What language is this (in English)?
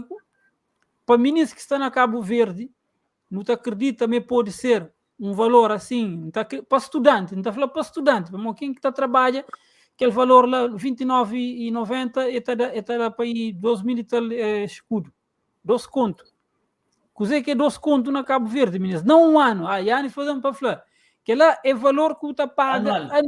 Kabuverdianu